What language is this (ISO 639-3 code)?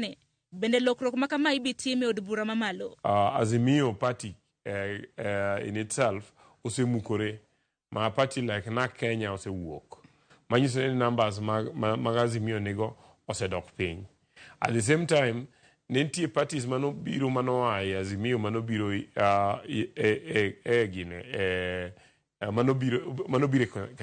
luo